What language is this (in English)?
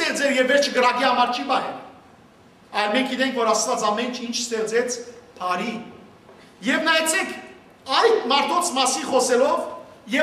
Western Armenian